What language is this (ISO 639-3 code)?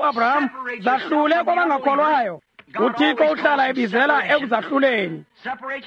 xho